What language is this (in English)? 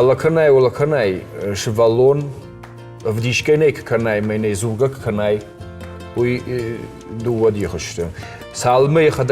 Ossetic